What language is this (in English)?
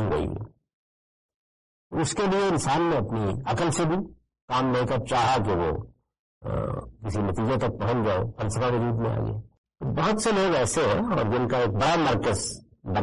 Urdu